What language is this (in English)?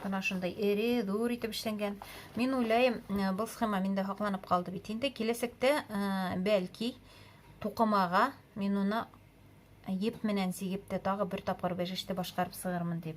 Bashkir